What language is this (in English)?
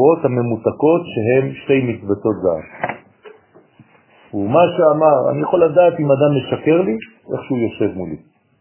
Hebrew